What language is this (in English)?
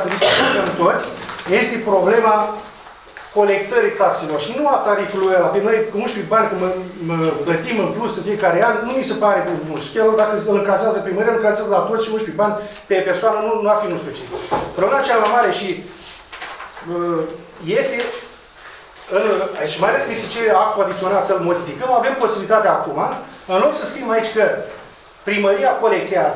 Romanian